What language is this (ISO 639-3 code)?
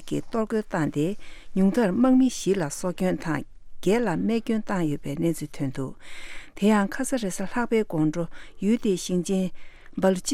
bod